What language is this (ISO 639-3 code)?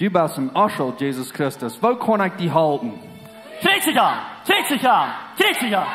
pdt